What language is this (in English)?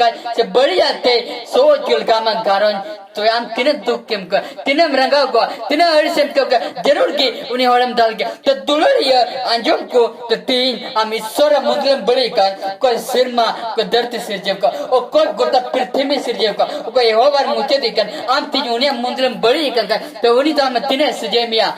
Santali